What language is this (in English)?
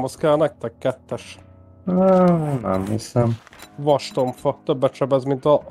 Hungarian